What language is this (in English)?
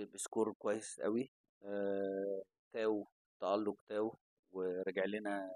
Egyptian Arabic